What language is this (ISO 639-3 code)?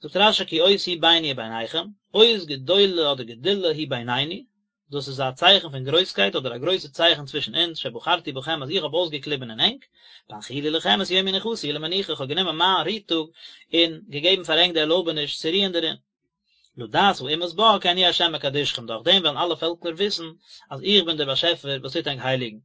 yid